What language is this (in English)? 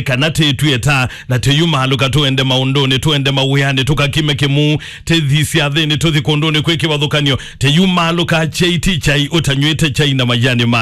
Kamba